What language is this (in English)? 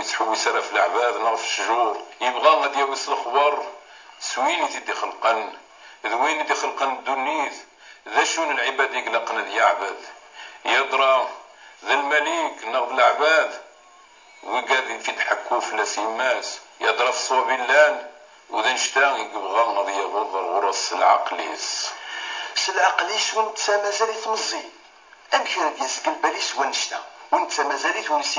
Kabyle